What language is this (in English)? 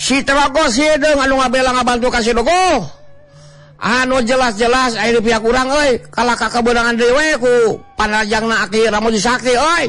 Sundanese